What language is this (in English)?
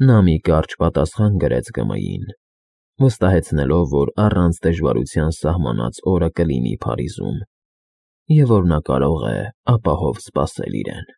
Armenian